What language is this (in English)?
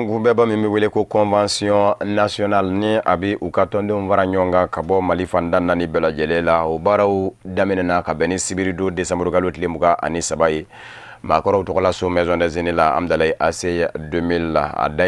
Bambara